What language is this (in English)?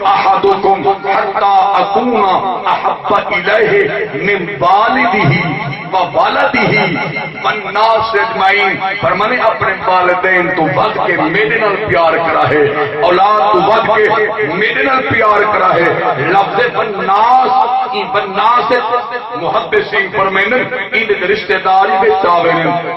Saraiki